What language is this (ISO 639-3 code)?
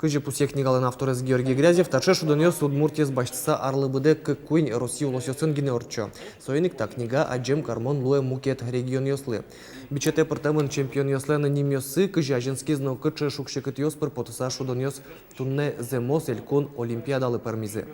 udm